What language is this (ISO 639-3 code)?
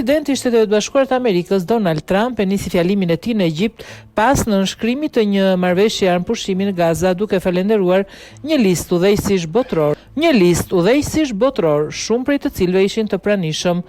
sqi